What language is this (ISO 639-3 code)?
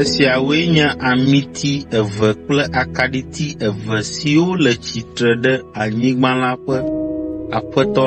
ewe